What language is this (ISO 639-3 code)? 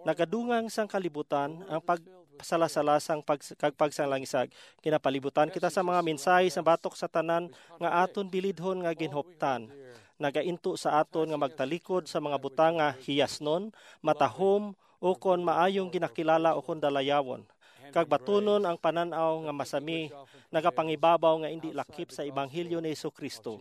hil